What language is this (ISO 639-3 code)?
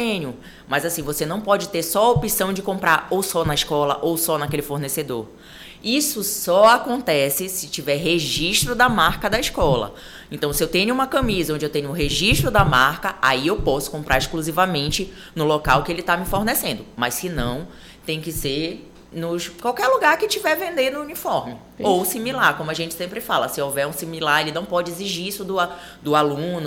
por